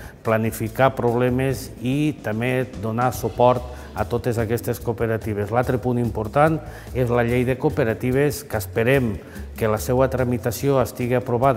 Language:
Catalan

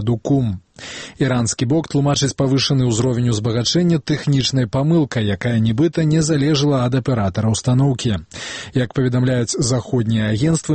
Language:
Belarusian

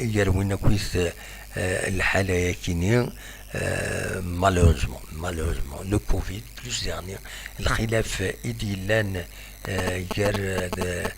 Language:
Kabyle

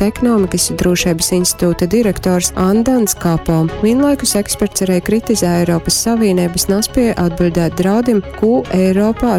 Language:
Latgalian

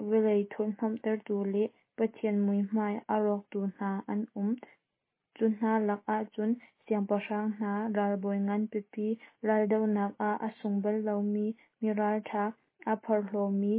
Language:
Hakha Chin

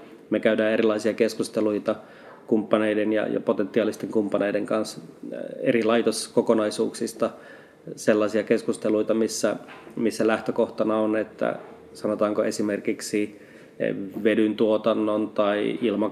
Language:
Finnish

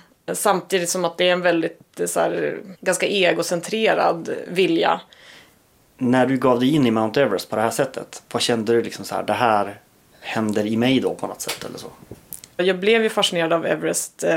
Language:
Swedish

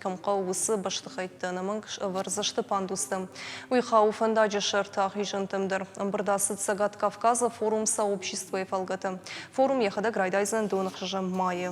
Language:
Ossetic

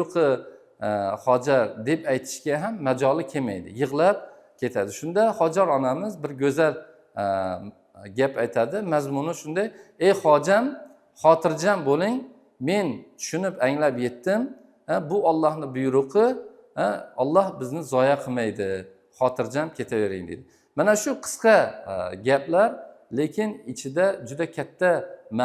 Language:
Uzbek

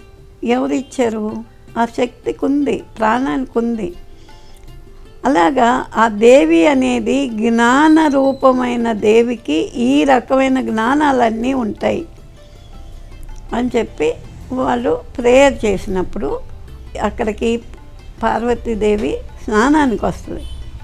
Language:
Telugu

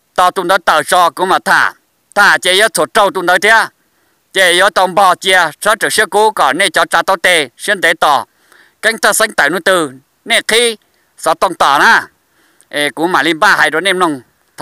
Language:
Hmong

